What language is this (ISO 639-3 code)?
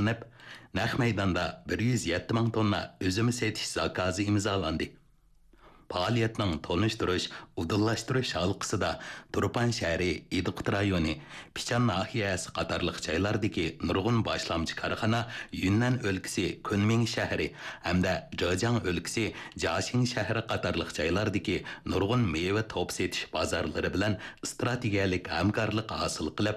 uig